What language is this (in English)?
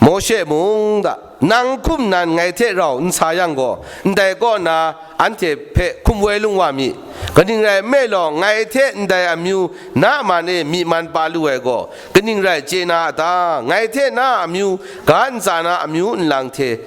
Kachin